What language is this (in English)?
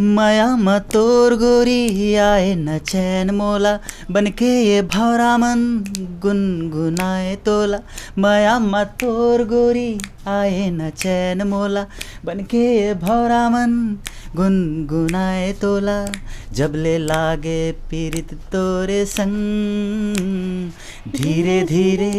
Chhattisgarhi